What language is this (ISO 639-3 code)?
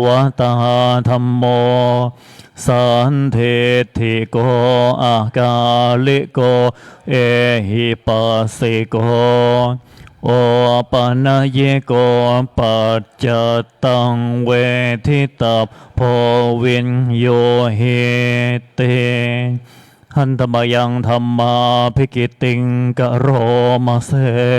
pli